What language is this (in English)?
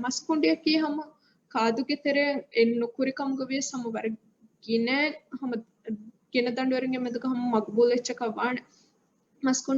Divehi